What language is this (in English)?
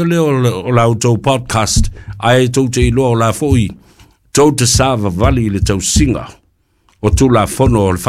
Samoan